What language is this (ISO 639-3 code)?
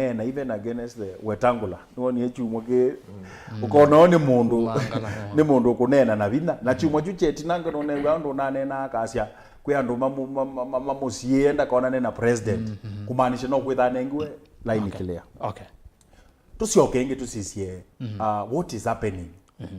kam